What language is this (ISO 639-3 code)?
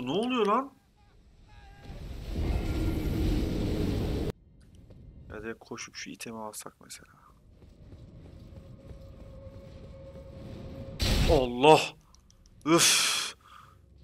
tur